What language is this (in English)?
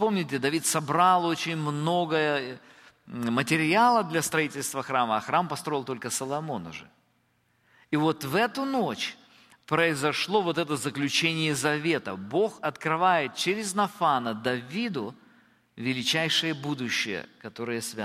Russian